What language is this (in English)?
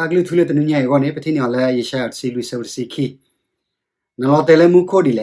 S'gaw Karen